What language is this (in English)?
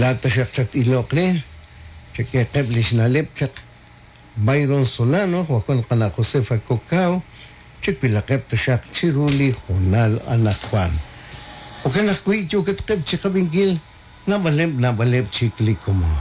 Kekchí